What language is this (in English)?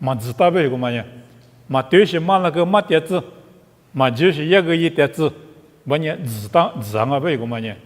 Lisu